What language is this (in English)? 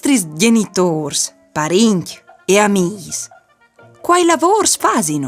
Friulian